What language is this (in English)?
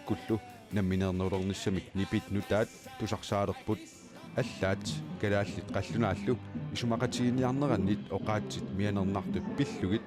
Kalaallisut